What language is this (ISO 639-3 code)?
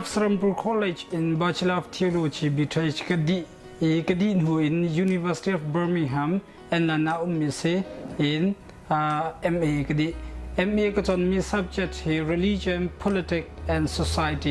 cnh